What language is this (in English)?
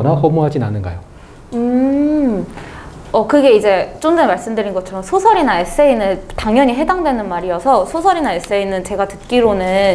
Korean